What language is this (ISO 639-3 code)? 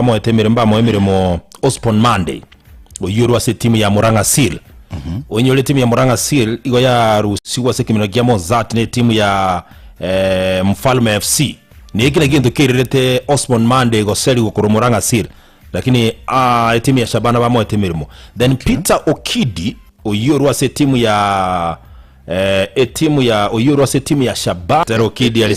guz